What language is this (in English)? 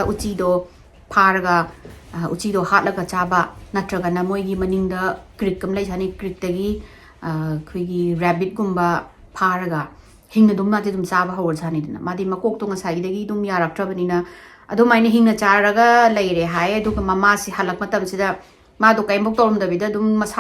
Manipuri